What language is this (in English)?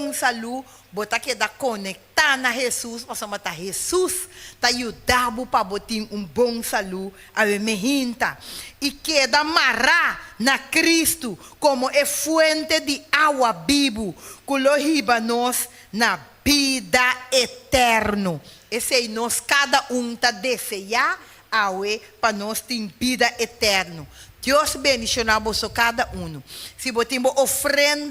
Papiamento